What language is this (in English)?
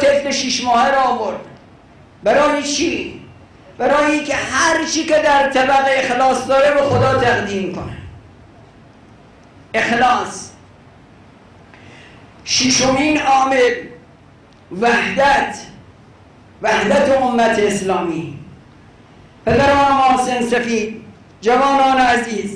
Persian